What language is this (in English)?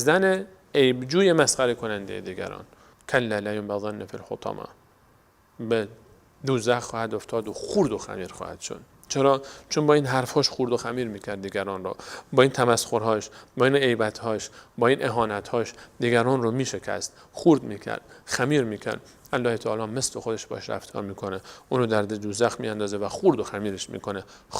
Persian